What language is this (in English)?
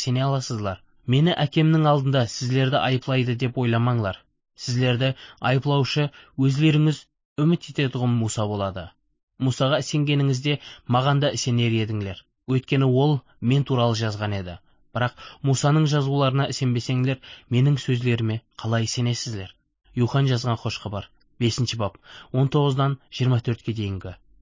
Kara-Kalpak